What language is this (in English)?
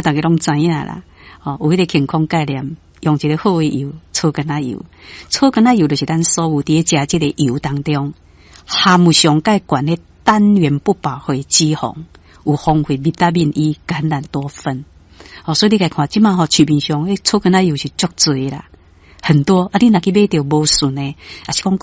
Min Nan Chinese